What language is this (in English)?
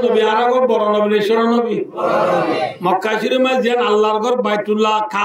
Rohingya